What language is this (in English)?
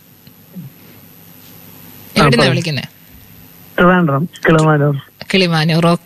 Malayalam